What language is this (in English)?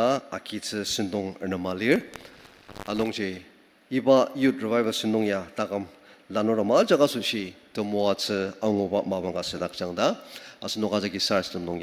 Ao Naga